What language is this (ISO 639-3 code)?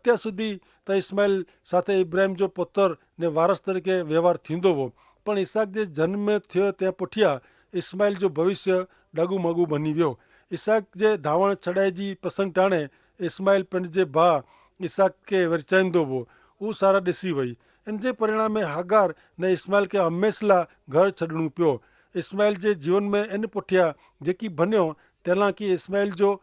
kfr